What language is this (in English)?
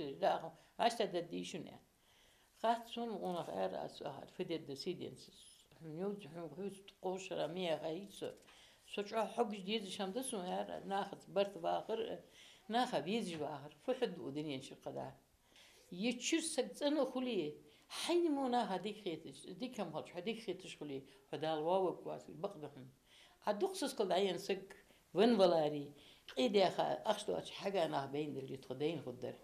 Ingush